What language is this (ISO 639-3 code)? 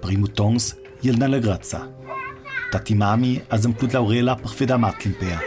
lld